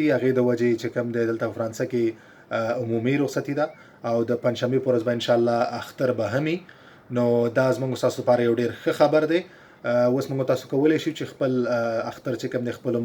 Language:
Pashto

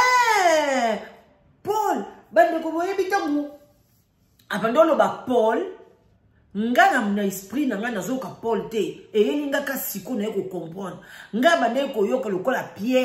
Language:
Lingala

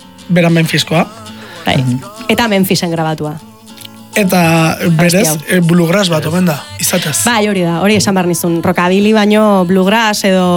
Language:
Basque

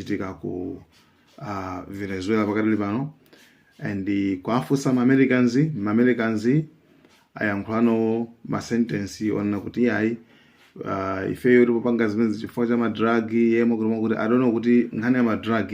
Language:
Nyanja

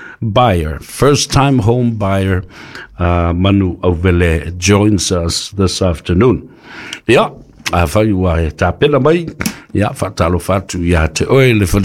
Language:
Samoan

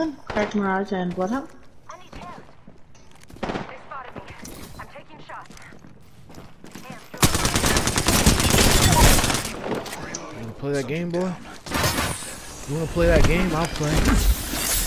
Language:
English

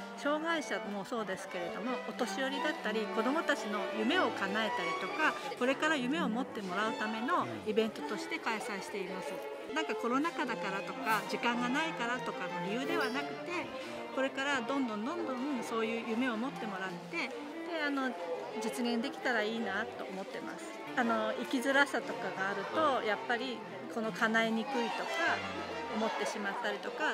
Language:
Japanese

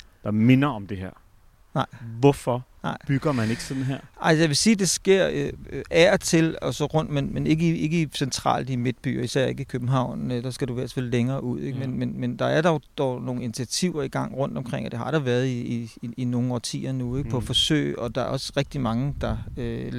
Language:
Danish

